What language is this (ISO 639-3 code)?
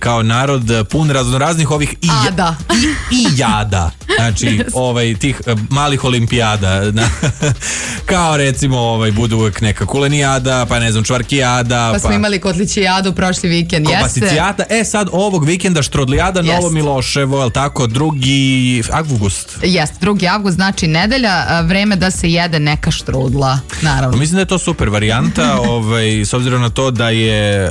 srp